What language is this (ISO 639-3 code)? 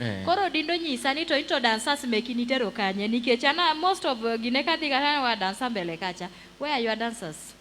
luo